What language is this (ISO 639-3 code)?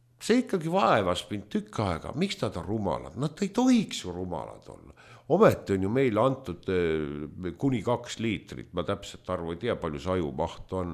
est